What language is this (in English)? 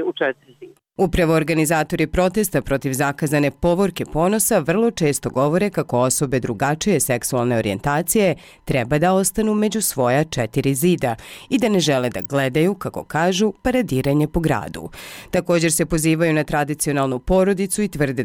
Bosnian